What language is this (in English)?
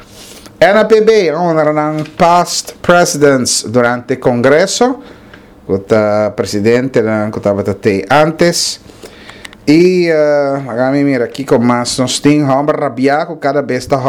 Papiamento